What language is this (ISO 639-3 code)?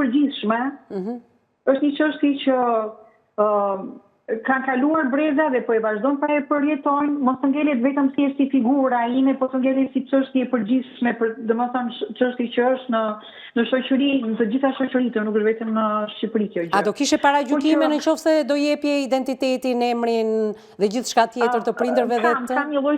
sqi